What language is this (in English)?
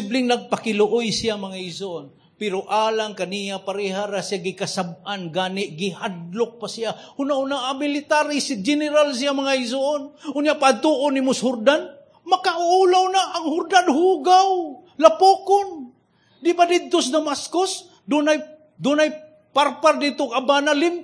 Cebuano